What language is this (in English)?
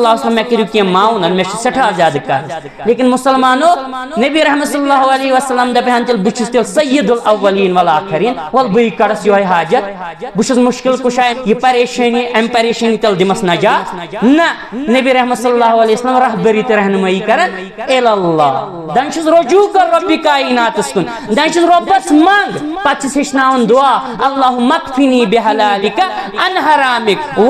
Kashmiri